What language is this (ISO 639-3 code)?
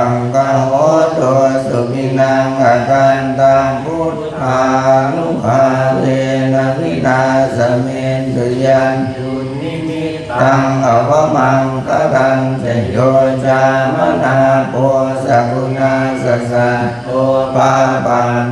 pli